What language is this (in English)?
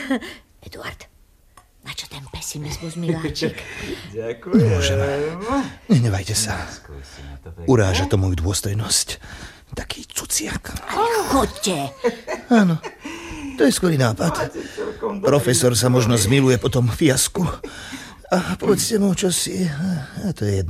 Slovak